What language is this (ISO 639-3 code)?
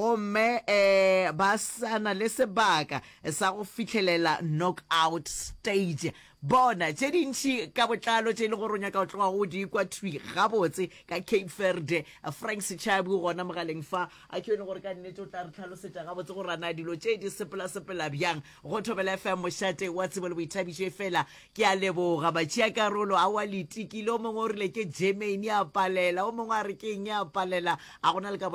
nso